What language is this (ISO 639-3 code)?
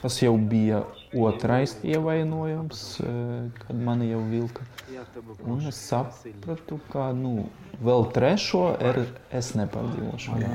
lav